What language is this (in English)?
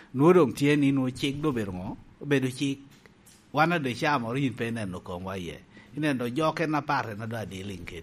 Lango (Uganda)